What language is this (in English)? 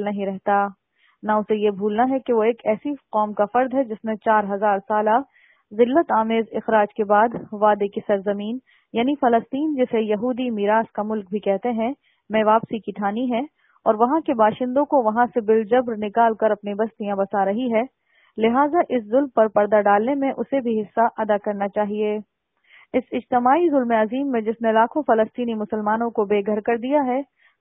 Urdu